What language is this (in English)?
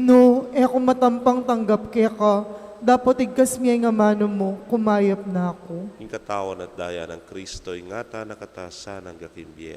Pampanga